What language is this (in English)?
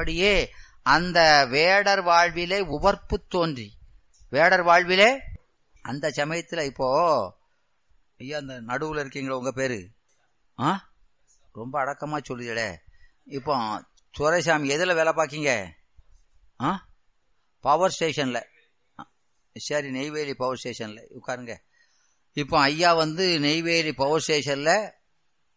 Tamil